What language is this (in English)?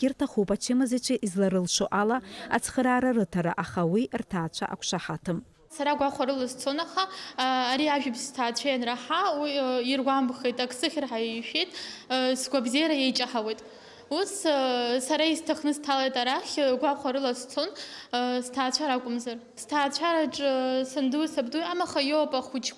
Abkhazian